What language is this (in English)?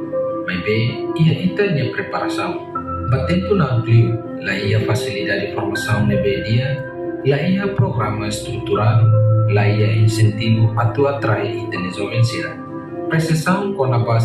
Tetum